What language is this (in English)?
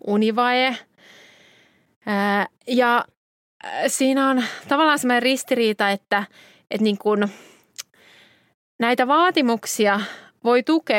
Finnish